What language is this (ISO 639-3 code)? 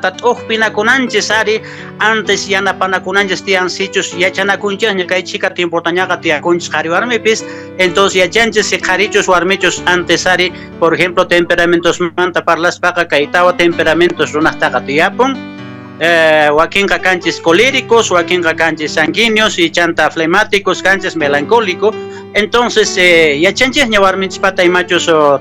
que